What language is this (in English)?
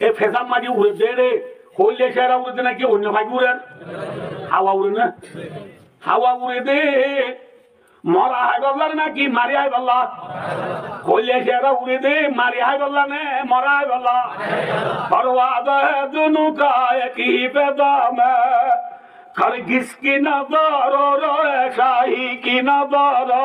Rohingya